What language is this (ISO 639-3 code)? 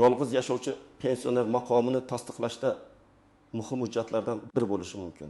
uzb